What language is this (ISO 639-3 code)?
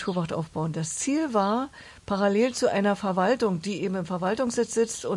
deu